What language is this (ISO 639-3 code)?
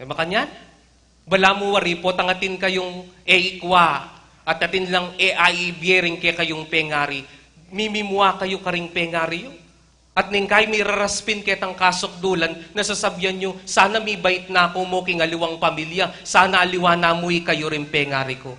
pam